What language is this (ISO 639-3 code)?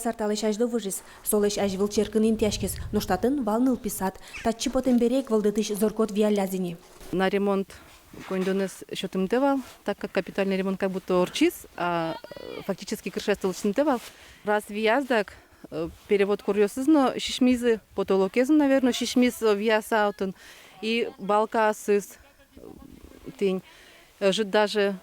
udm